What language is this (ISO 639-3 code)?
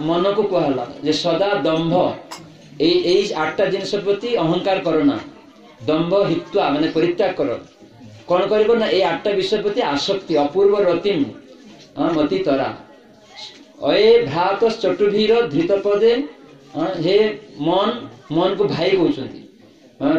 ori